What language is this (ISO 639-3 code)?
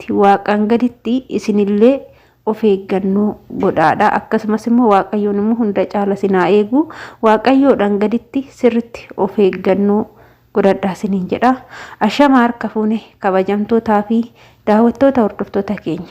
orm